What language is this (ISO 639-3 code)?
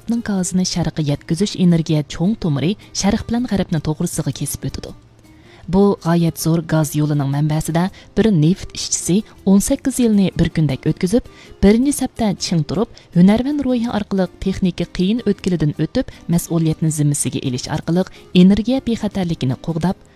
uig